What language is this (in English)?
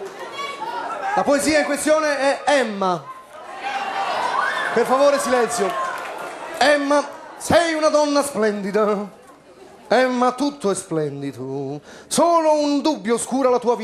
Italian